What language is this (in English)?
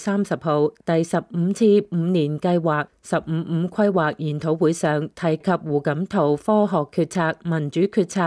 Cantonese